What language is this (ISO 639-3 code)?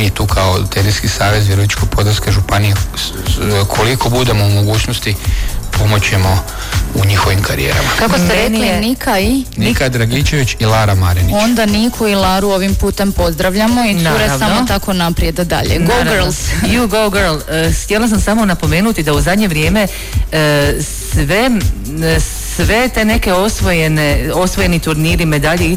hrv